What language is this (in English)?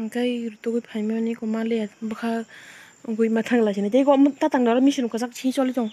Kok Borok